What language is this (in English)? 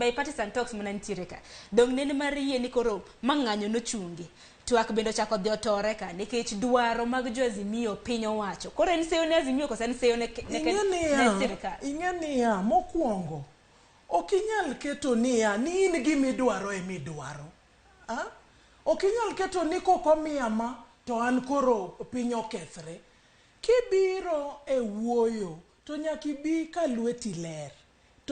Luo (Kenya and Tanzania)